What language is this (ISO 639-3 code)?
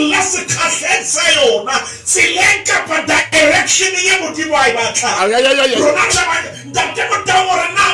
sot